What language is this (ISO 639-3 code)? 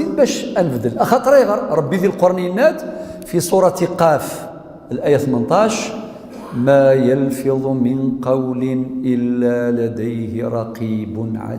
kab